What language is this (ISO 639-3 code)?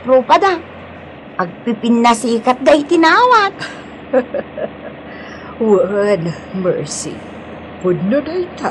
ilo